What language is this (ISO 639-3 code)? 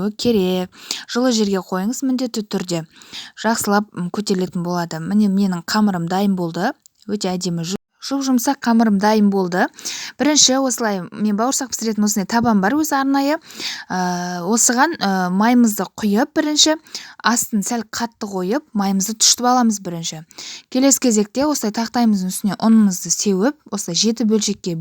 kaz